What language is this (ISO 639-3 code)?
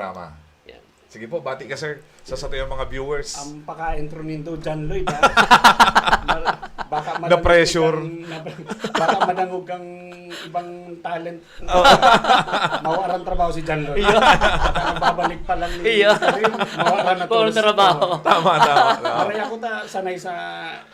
bik